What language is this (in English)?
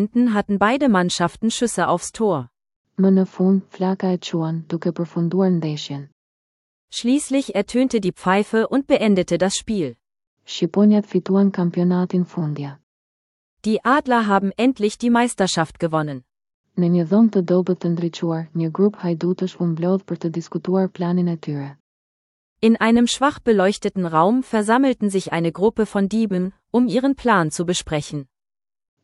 Albanian